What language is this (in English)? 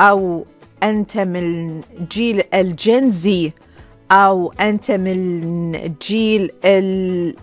Gulf Arabic